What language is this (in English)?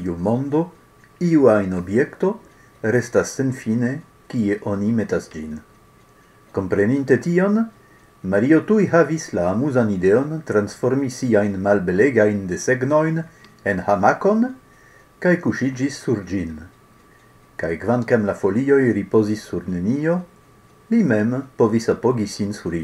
Esperanto